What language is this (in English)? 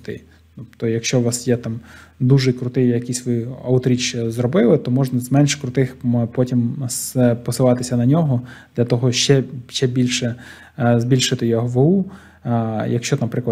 Ukrainian